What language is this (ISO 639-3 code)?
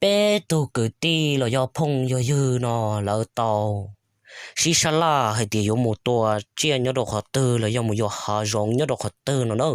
hmn